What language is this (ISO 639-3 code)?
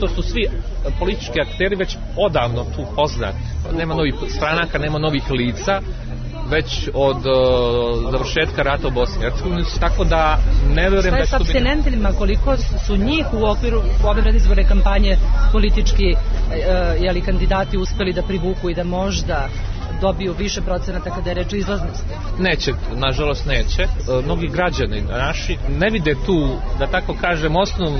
srp